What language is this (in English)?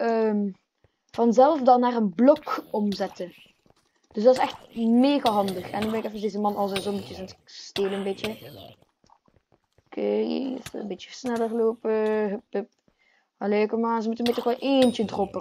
Dutch